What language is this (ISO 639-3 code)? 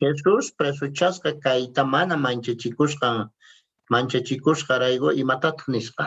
que